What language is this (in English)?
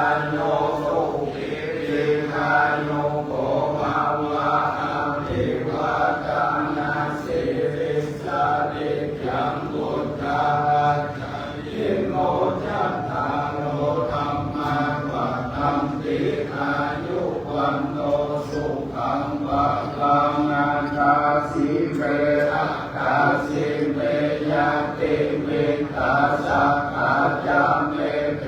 Pali